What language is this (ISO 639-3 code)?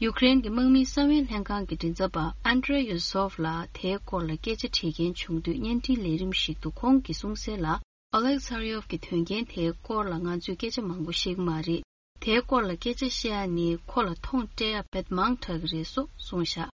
bod